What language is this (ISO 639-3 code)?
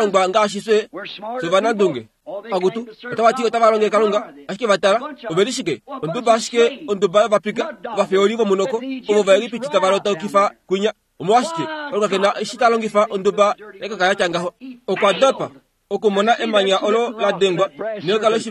kua